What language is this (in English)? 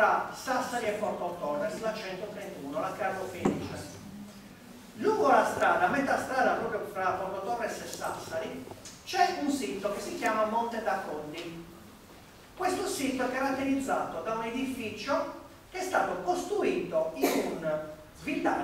Italian